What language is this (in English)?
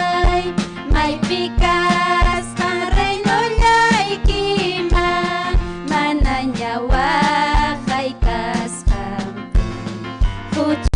Ayacucho Quechua